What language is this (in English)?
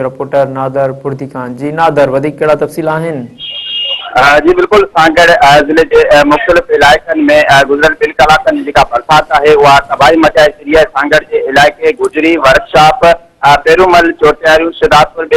Sindhi